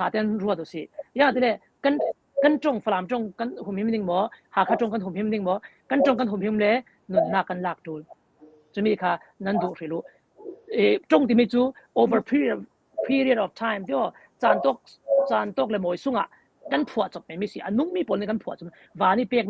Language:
Falam Chin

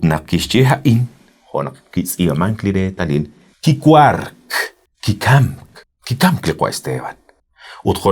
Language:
Kekchí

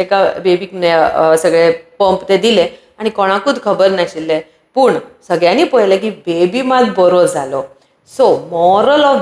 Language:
Konkani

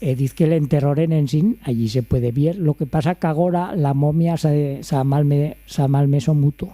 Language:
Aragonese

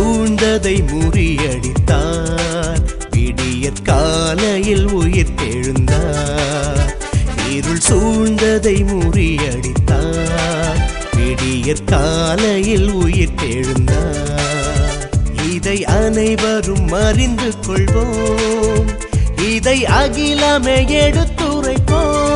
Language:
Tamil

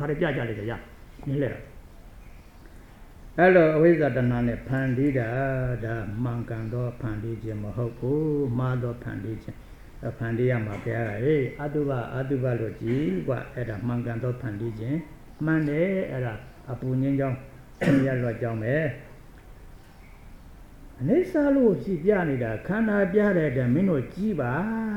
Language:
Burmese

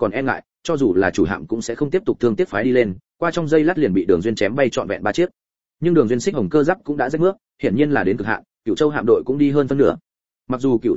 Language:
Vietnamese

